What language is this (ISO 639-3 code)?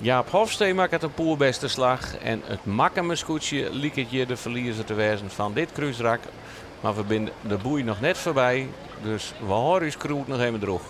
fry